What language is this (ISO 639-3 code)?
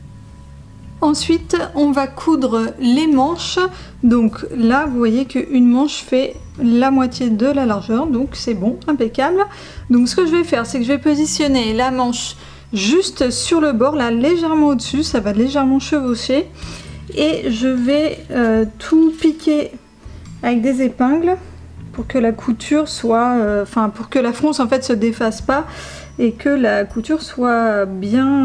fra